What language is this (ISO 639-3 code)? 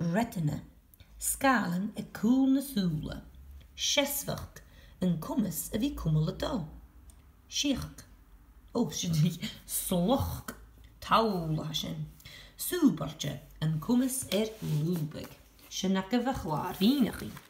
gla